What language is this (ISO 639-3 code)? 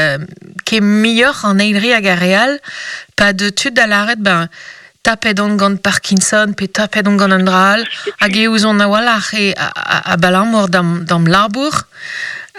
bre